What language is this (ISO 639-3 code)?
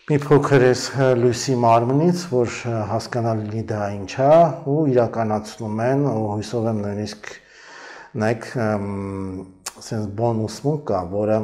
hye